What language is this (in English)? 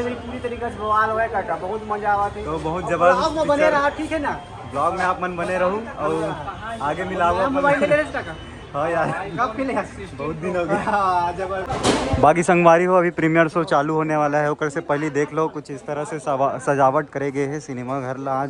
Chhattisgarhi